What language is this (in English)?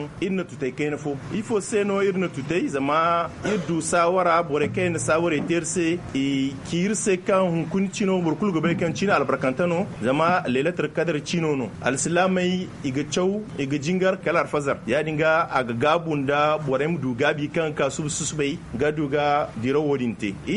Zarma